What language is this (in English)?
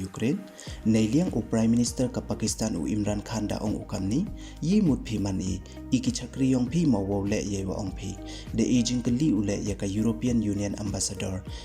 Pnar